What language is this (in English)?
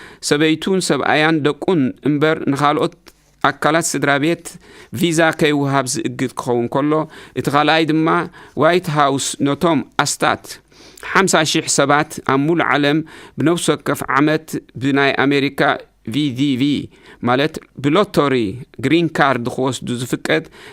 Tigrinya